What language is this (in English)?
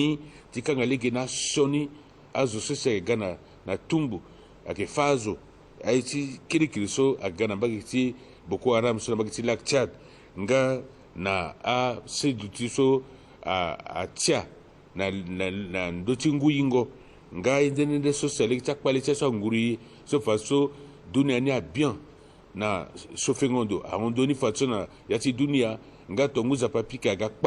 Sango